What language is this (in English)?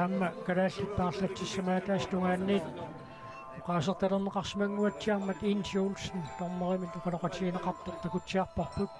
Kalaallisut